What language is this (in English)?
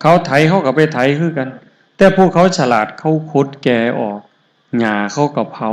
Northeastern Thai